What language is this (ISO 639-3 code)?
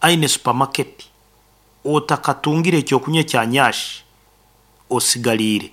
nyo